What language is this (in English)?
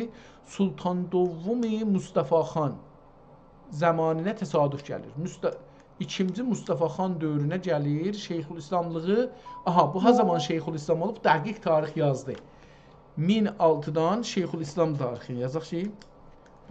South Azerbaijani